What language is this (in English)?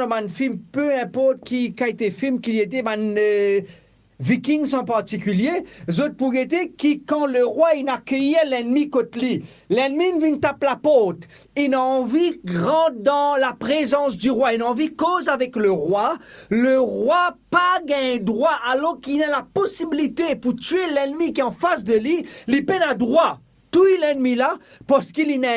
Morisyen